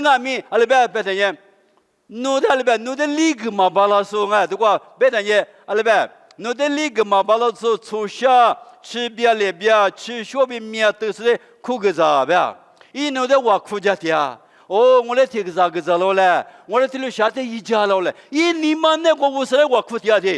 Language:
Lisu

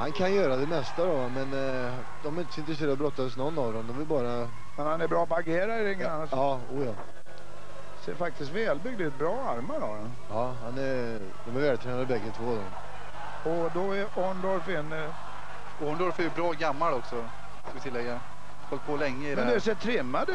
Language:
Swedish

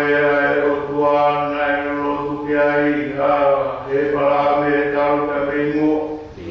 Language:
Tongan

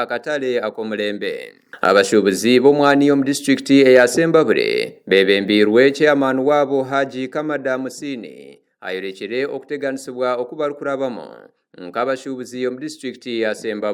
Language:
Nyankole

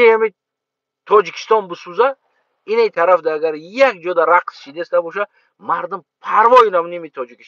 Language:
Tajik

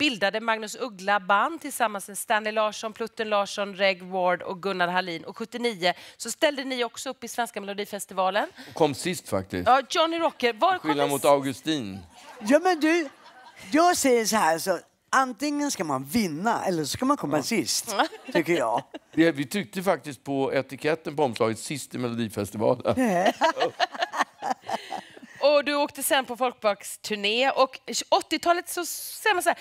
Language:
Swedish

